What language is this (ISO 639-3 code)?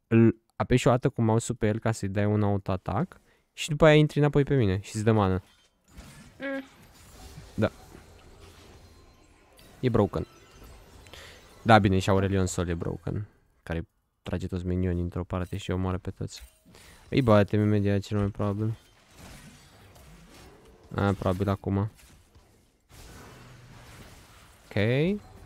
ron